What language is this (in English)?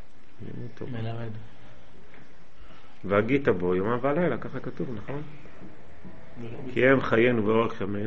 Hebrew